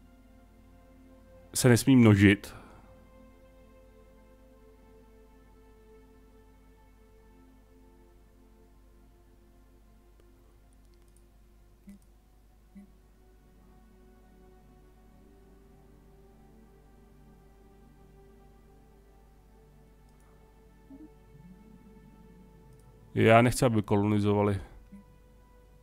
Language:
Czech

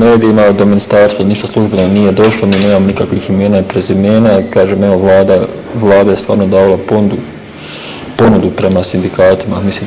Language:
Bosnian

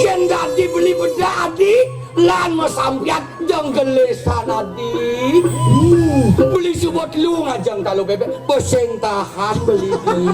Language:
Balinese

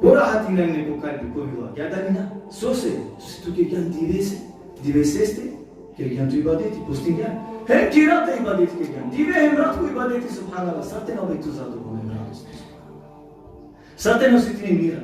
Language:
Balkan Romani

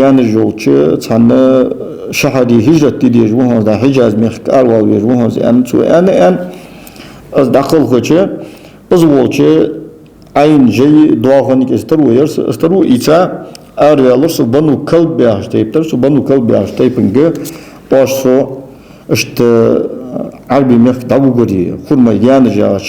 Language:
Ingush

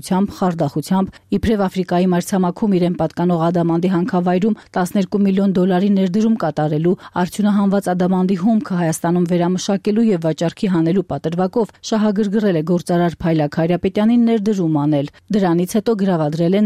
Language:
Armenian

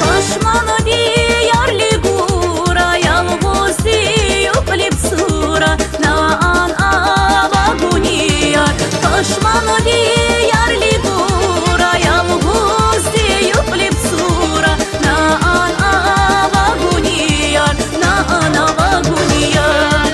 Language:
Tabassaran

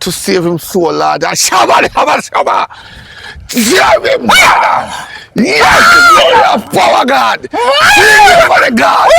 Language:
Jamaican Creole English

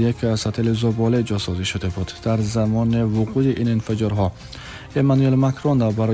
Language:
Tajik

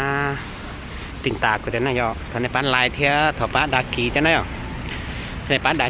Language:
Hmong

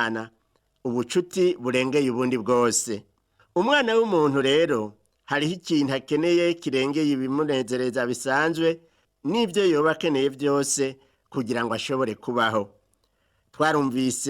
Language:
Rundi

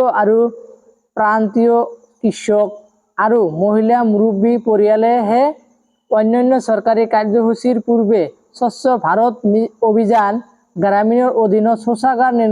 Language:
Assamese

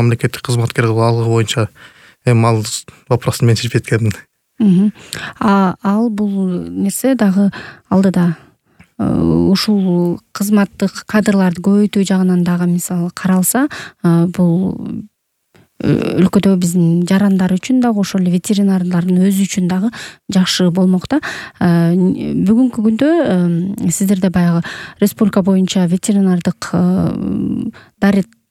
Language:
Kyrgyz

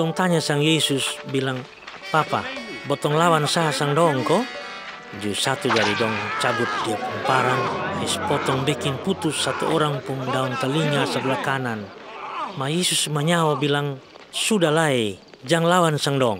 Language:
Kupang Malay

